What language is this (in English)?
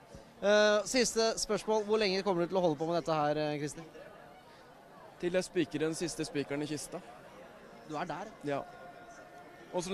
Norwegian